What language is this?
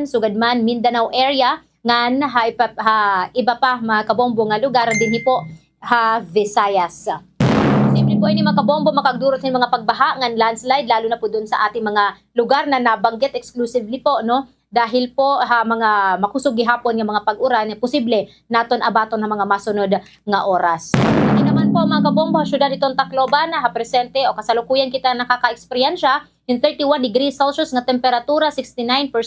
Waray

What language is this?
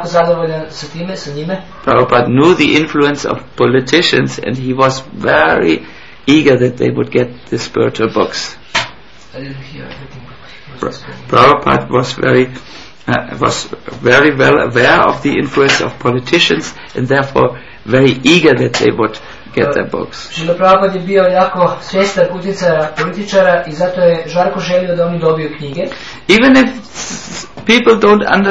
Croatian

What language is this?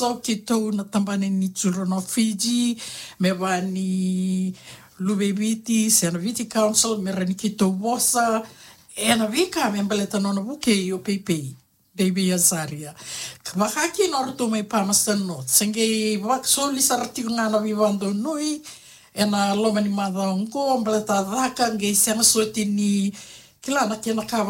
Fijian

